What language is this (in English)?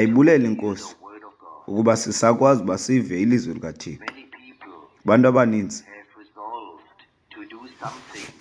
Xhosa